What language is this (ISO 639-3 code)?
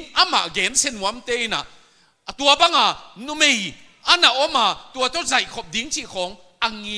ctd